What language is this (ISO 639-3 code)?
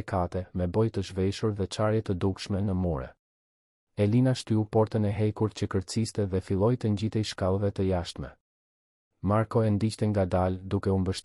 sqi